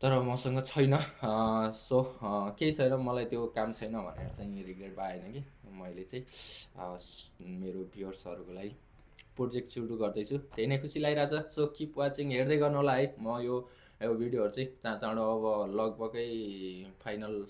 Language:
Nepali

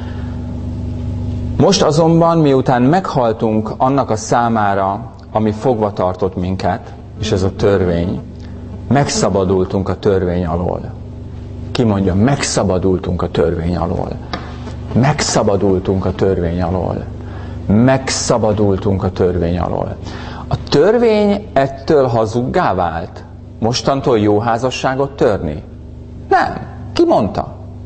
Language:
Hungarian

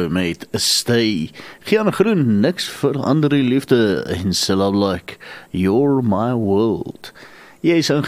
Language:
Afrikaans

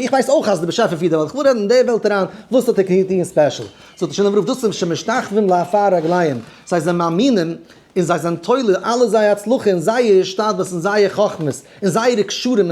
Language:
Yiddish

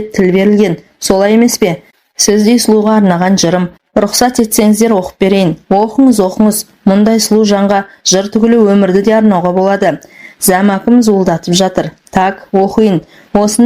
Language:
Kazakh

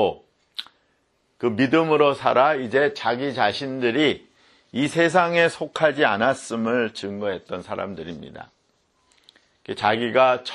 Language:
Korean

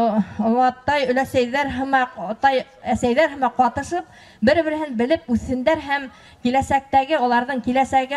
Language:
Bashkir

